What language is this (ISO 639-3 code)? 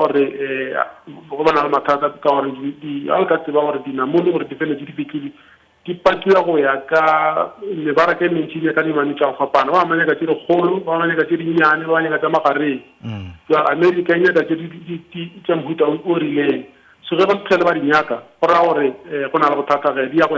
nso